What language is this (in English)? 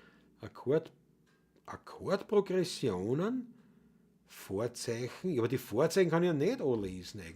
Bavarian